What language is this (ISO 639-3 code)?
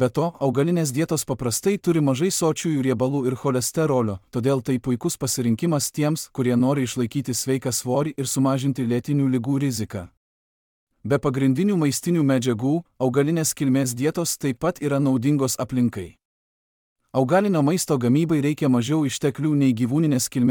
lit